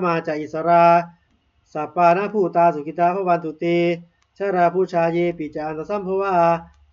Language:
Pali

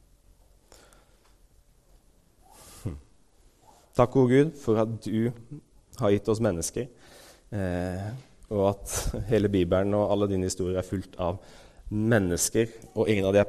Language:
Norwegian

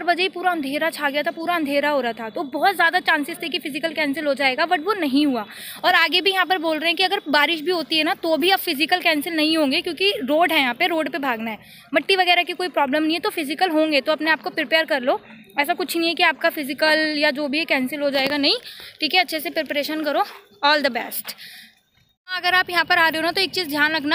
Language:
Hindi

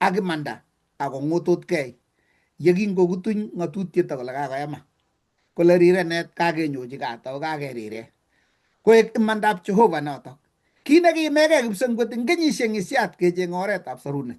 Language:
Kalenjin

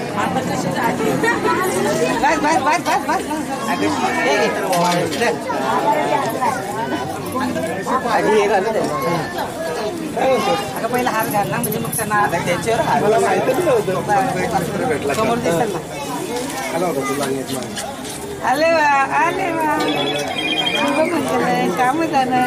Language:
Marathi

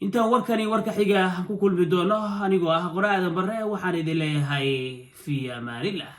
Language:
Somali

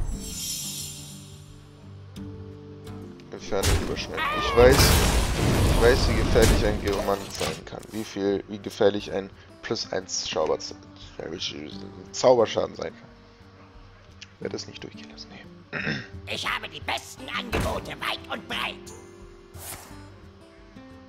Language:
German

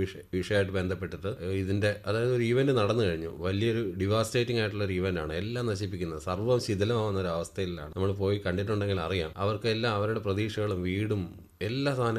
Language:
Malayalam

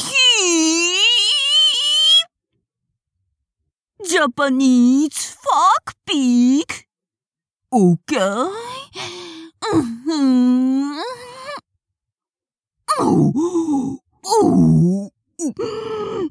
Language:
Japanese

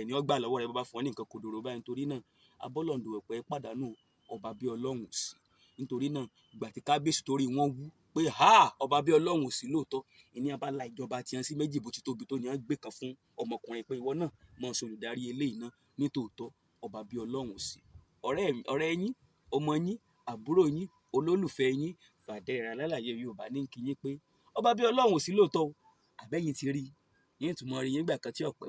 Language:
Yoruba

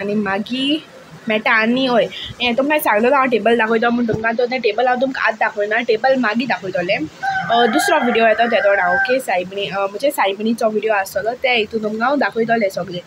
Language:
Konkani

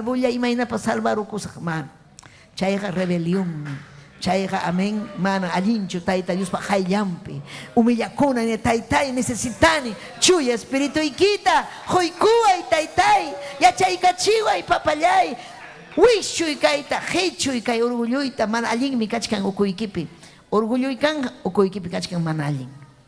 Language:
Ayacucho Quechua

